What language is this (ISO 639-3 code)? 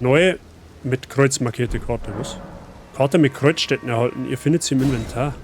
bar